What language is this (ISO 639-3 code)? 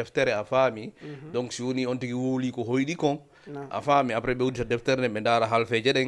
ful